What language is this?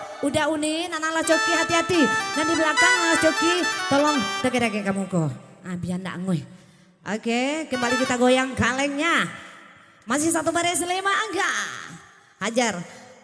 Minangkabau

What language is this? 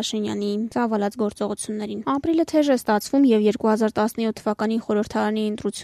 Armenian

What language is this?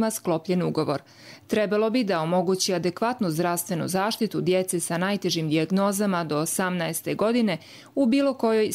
Croatian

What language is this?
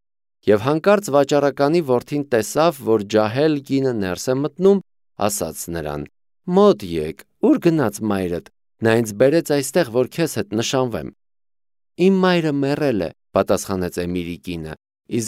Armenian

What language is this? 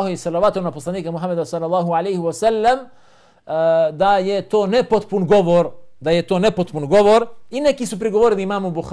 Bosnian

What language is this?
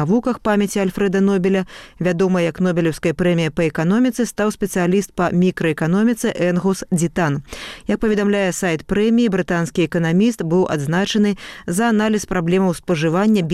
Belarusian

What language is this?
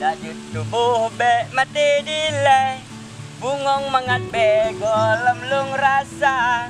Achinese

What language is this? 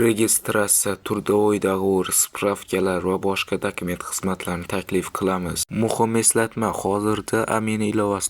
Uzbek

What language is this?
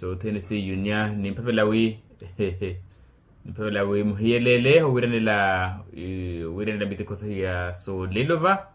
Makhuwa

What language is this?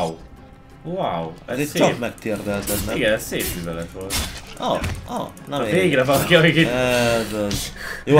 Hungarian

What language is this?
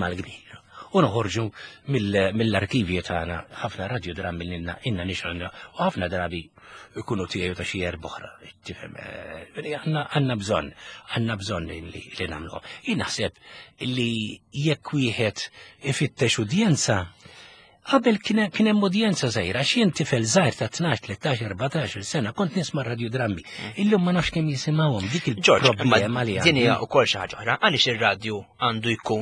Maltese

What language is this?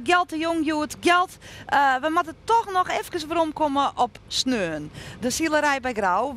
Western Frisian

